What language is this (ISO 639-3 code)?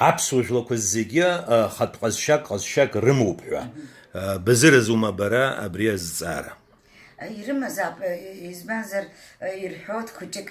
abk